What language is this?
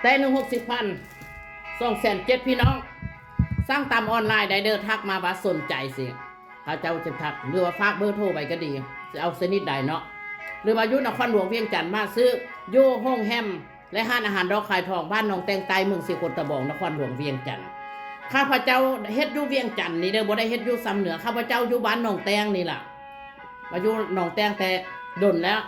Lao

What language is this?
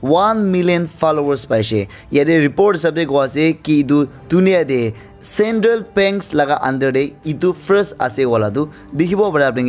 Naga Pidgin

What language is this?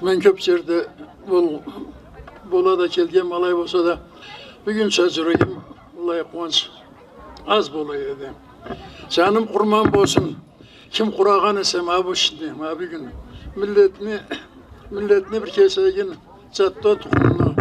Karachay-Balkar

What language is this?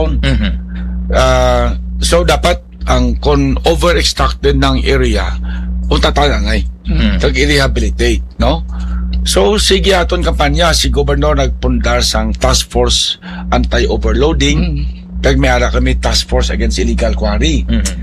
Hiligaynon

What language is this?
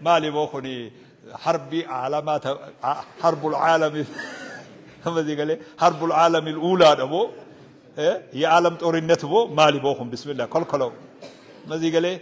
Oromo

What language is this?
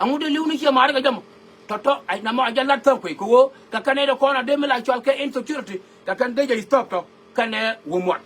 Nuer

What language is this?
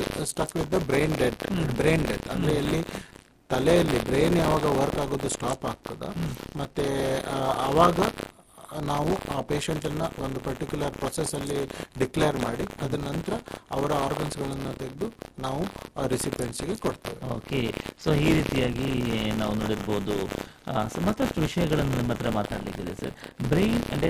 Kannada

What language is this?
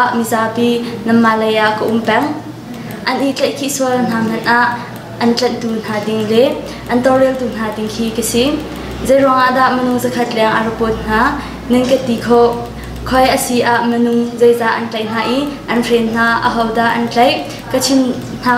Hakha Chin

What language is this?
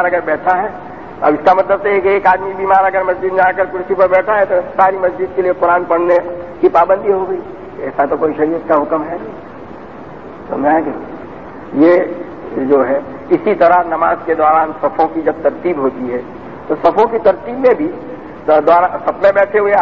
Urdu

